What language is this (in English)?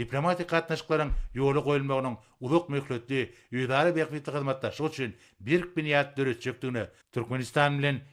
Turkmen